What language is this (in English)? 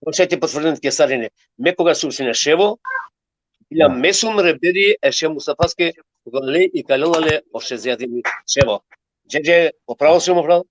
Balkan Romani